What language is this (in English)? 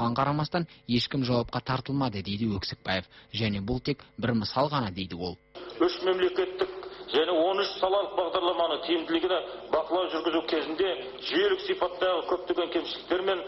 Kazakh